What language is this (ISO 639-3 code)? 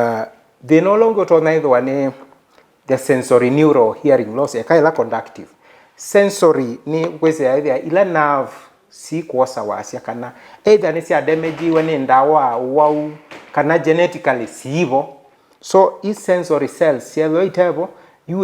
kam